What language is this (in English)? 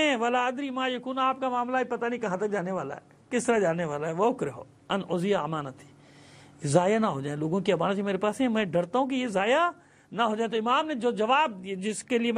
Urdu